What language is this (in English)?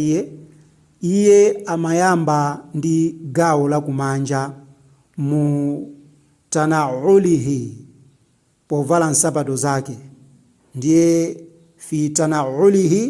Nyanja